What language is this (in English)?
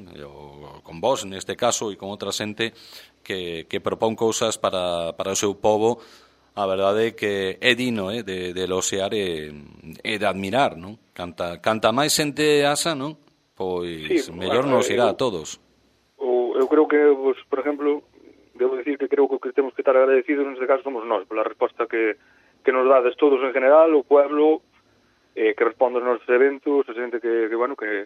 Galician